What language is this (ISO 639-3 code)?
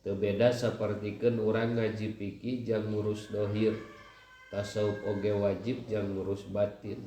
sun